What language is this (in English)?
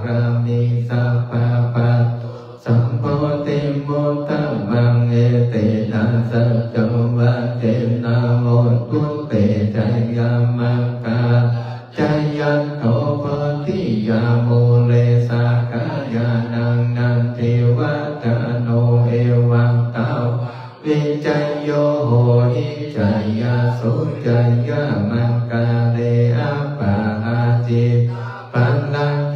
Pali